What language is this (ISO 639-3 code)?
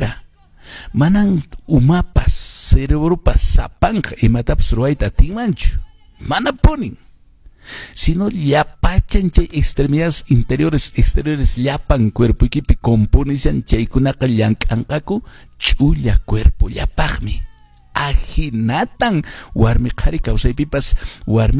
que